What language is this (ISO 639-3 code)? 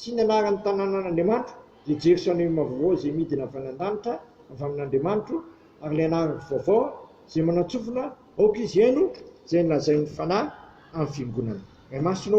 mlg